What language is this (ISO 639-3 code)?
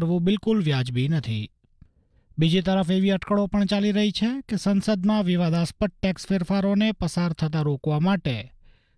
guj